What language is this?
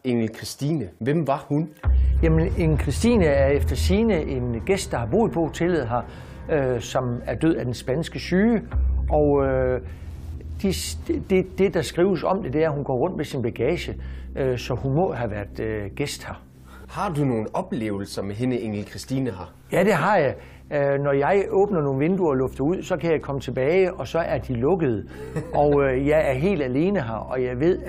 Danish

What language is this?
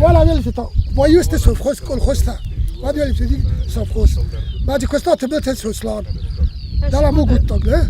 Ossetic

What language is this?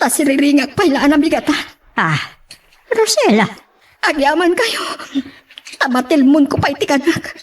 Iloko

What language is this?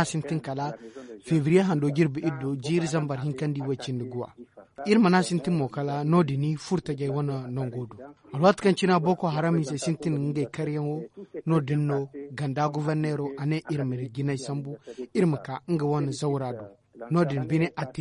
Zarma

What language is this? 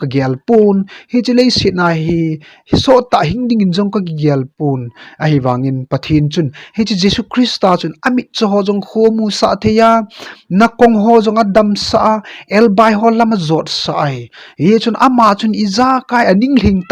Thado Chin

